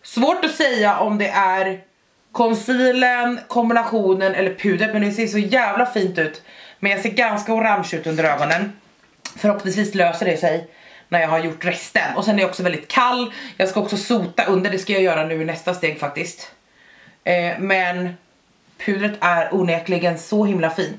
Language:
Swedish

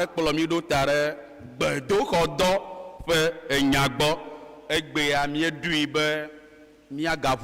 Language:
Ewe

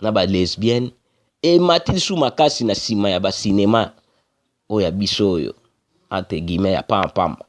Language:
Lingala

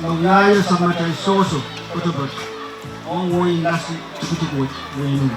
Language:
Pohnpeian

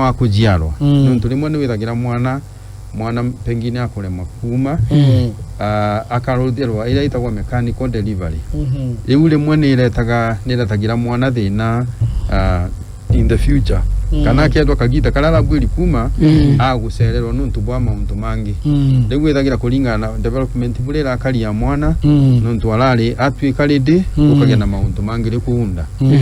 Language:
Meru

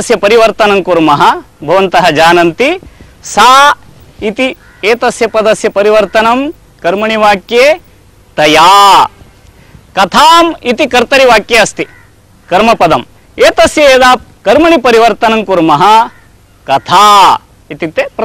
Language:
Sanskrit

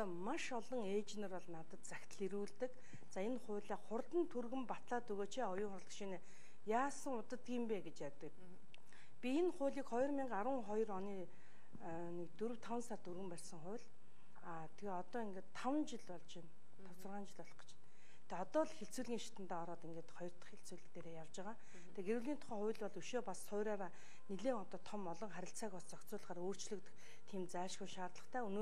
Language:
Mongolian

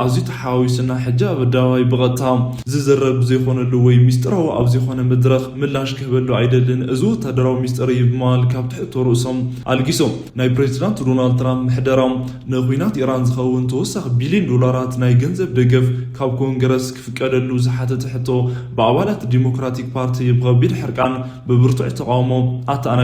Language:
Tigrinya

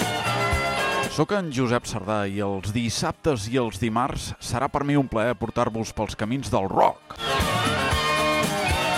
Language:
Catalan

